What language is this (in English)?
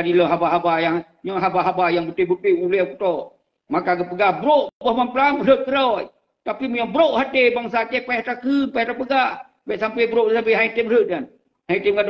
Achinese